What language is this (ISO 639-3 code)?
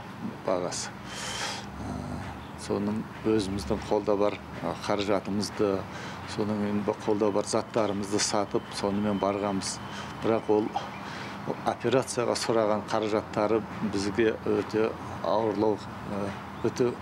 kaz